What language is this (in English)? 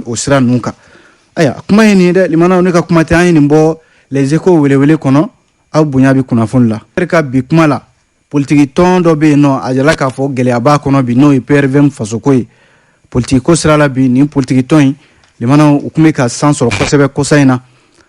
Bambara